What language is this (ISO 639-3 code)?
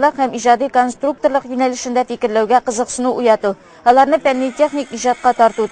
tat